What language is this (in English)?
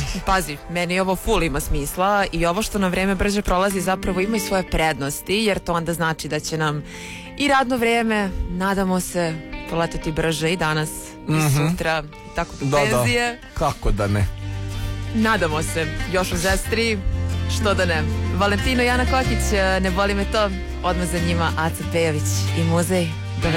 Serbian